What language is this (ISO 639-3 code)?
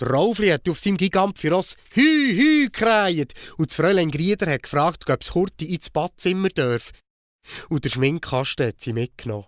gsw